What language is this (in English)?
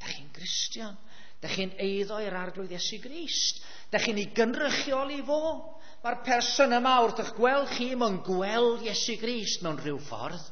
Welsh